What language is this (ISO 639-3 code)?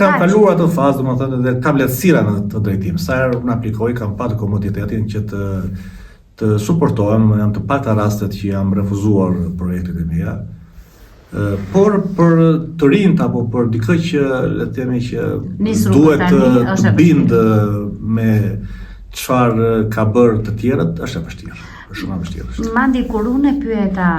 sqi